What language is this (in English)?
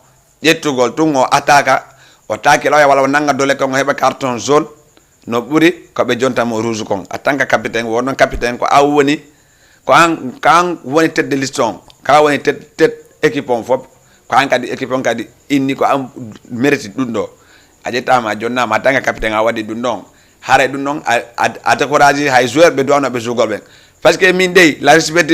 Fula